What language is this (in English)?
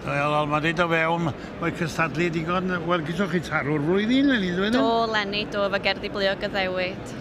Welsh